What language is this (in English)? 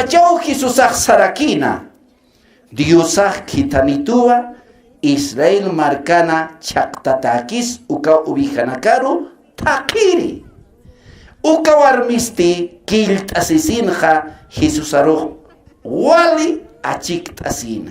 Aymara